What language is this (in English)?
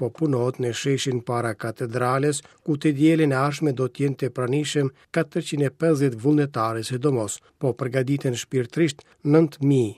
Albanian